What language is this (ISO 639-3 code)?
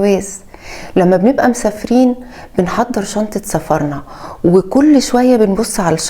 arz